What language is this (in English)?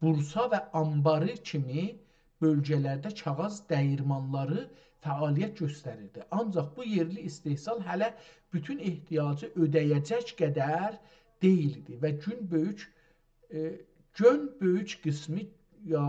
South Azerbaijani